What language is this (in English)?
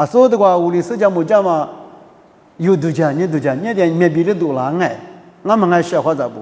Lisu